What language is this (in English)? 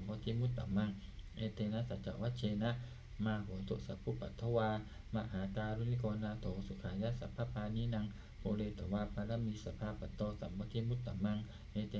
Pali